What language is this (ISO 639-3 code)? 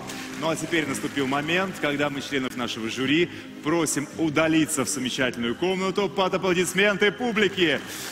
rus